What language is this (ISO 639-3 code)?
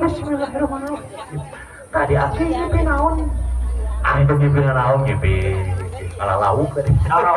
sun